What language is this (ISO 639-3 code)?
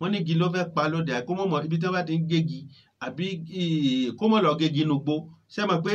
yor